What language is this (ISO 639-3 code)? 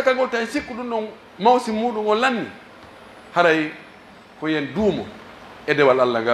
fuf